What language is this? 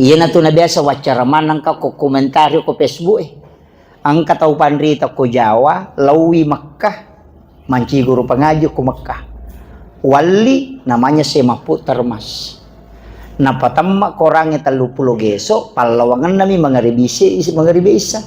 Buginese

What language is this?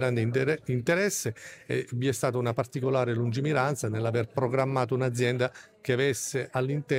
Italian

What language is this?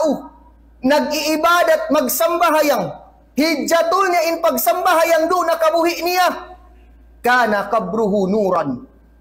Tausug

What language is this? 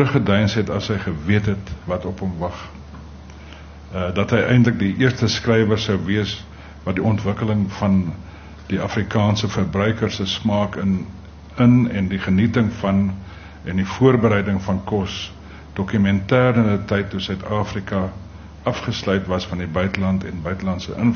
Afrikaans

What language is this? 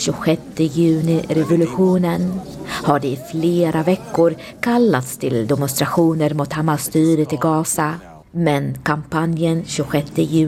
Swedish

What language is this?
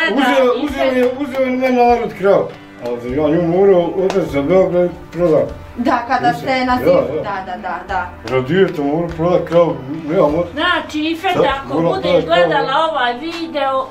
Bosnian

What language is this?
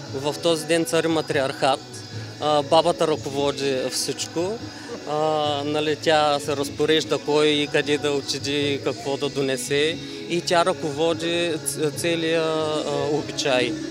Bulgarian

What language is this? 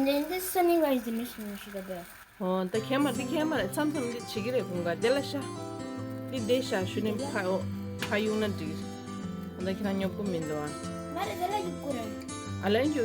Tibetan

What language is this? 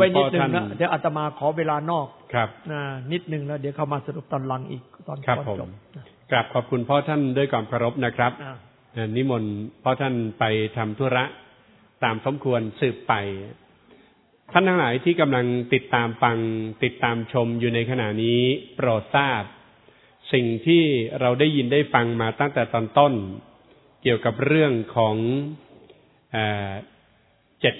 Thai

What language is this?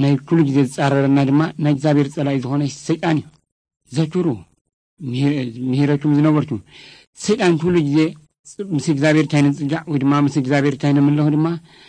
Tigrinya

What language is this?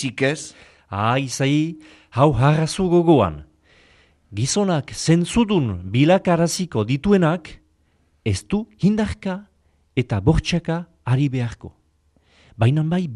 Basque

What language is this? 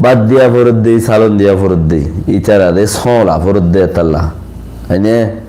Rohingya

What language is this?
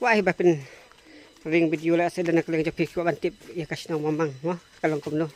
Khasi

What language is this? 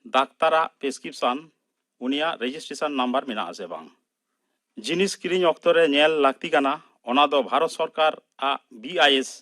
Santali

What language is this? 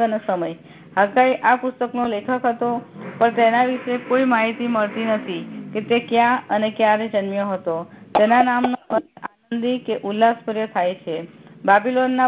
Gujarati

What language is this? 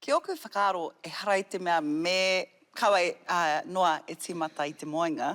Māori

